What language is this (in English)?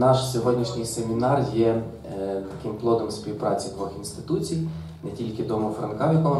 Ukrainian